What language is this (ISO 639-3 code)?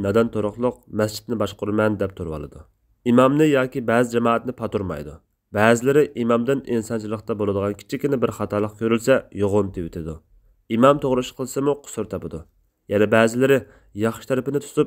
uig